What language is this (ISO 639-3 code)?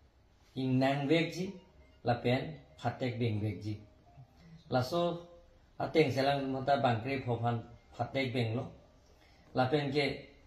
mjw